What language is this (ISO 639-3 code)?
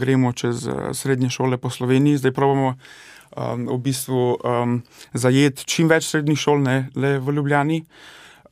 slv